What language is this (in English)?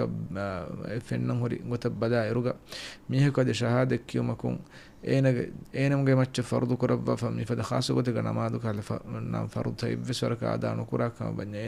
Divehi